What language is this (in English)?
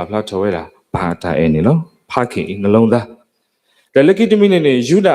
S'gaw Karen